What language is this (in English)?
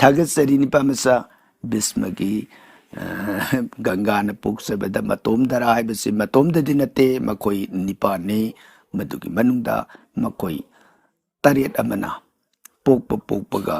Manipuri